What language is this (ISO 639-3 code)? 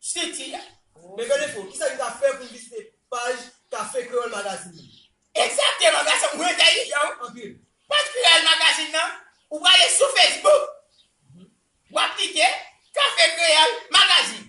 hat